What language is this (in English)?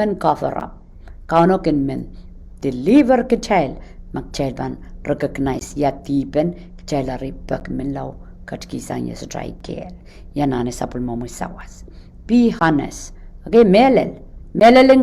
Pohnpeian